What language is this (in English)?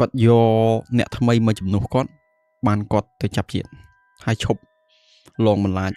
Khmer